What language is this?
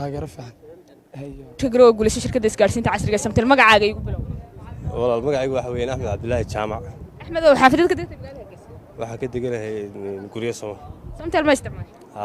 Somali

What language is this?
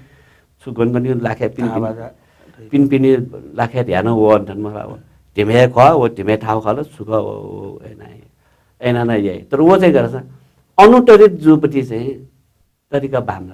Newari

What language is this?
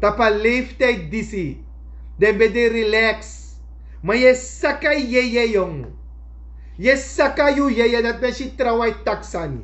Sranan Tongo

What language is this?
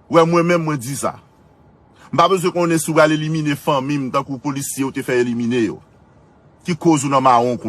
Haitian Creole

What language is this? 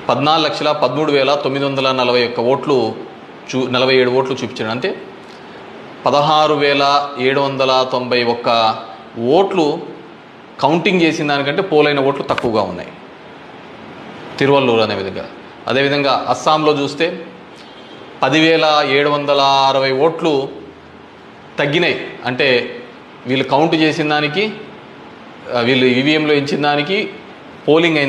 Telugu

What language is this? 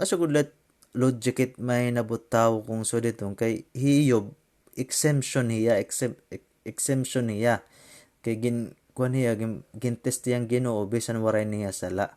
Waray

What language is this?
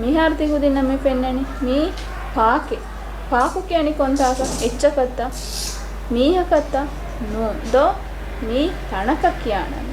Divehi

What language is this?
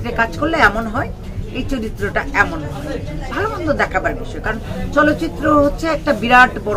Bangla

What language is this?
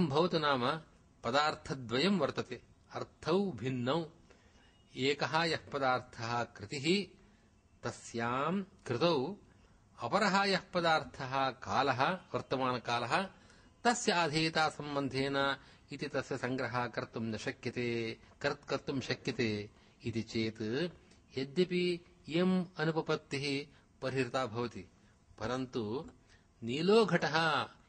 Sanskrit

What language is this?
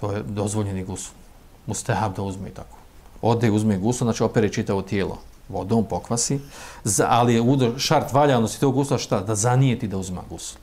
Bosnian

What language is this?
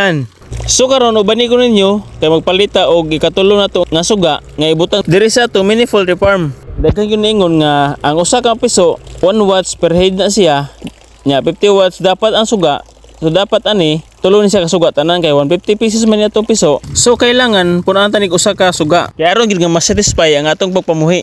Cebuano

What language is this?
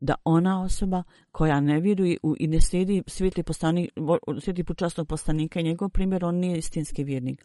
Bosnian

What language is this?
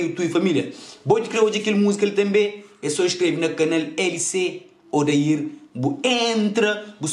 Kabuverdianu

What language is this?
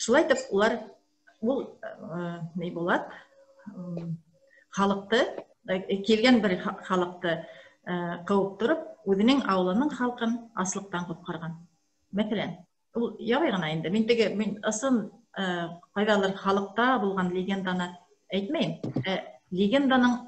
Bashkir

